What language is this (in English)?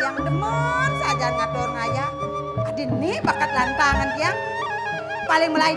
Balinese